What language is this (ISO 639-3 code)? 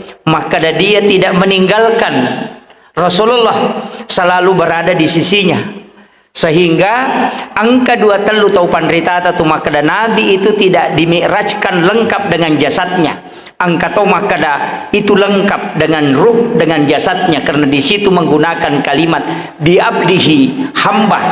bug